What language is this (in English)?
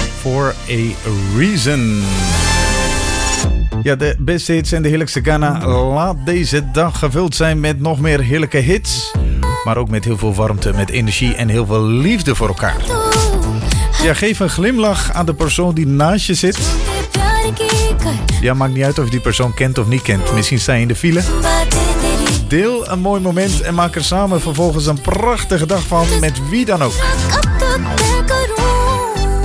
Dutch